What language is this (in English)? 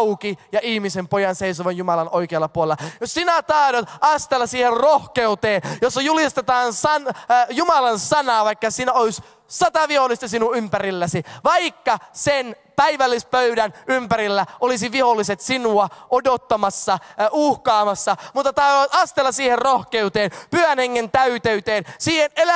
Finnish